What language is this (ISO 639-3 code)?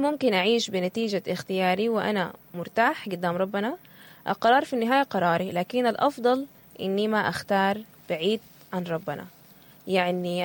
apd